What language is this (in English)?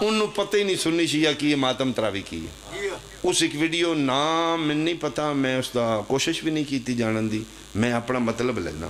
Pahari-Potwari